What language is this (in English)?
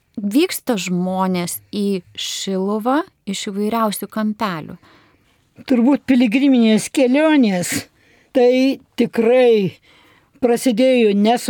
Lithuanian